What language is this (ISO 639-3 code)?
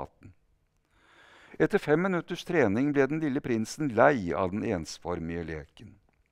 nor